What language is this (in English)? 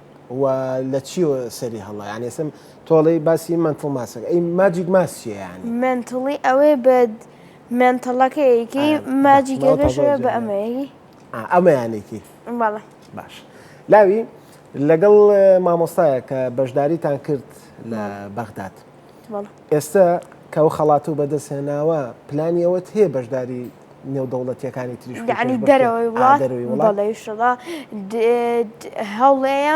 Central Kurdish